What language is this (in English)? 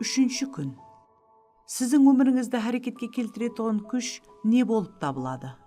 Kara-Kalpak